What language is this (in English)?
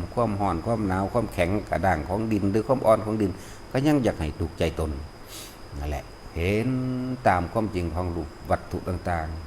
Lao